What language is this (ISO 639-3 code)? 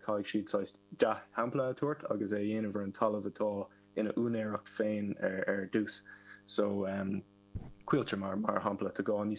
gle